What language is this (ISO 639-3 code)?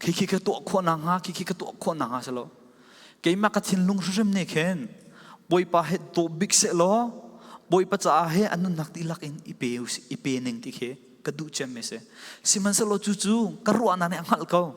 cfm